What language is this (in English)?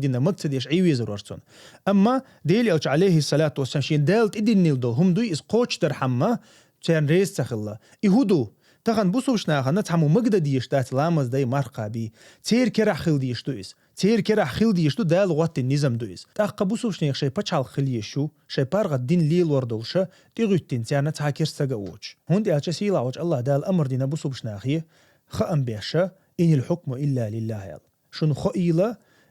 Chechen